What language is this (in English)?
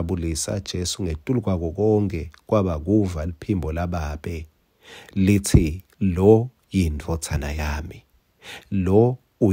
Swati